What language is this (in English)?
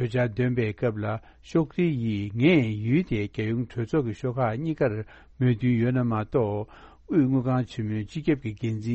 Tibetan